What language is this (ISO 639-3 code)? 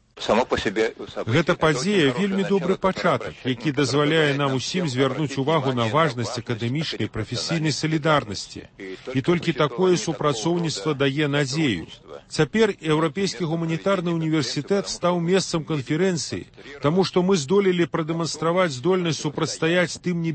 bel